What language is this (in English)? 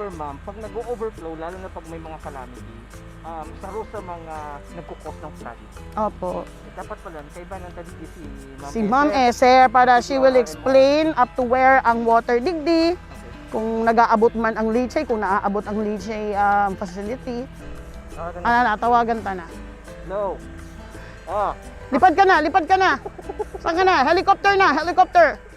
Bikol